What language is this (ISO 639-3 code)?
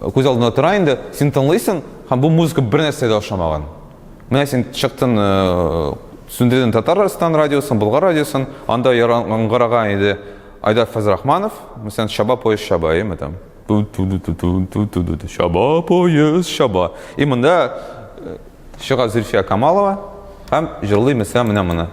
tat